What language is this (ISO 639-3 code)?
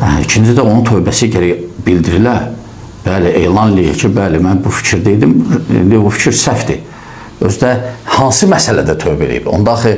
aze